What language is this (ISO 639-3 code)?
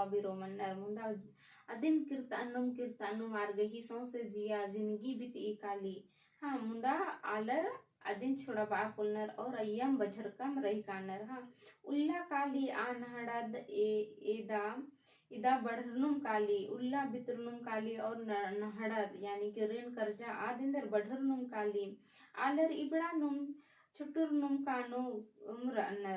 kru